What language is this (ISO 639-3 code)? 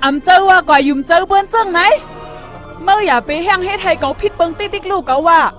shn